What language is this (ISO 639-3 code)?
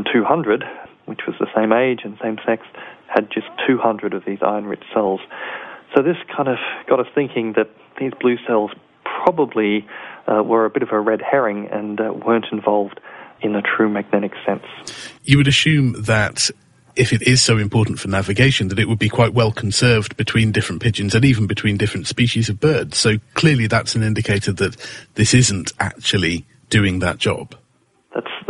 eng